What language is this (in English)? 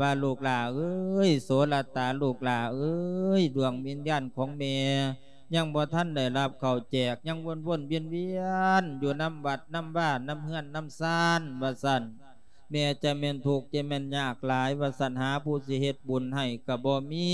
Lao